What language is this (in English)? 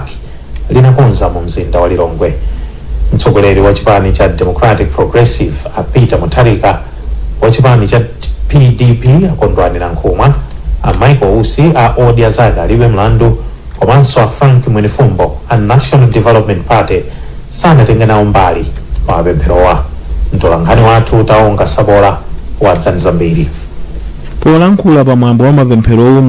Nyanja